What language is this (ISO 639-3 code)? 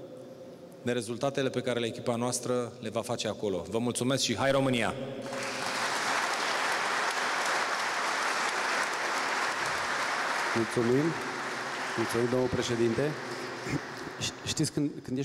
ron